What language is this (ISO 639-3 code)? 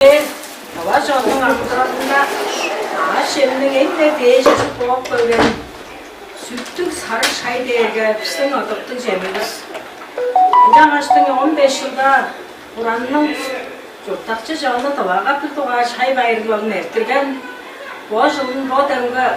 tyv